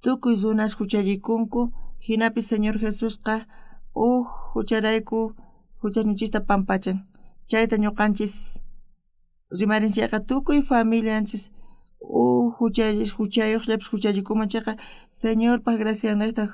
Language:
South Bolivian Quechua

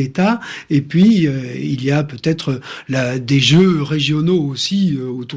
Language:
French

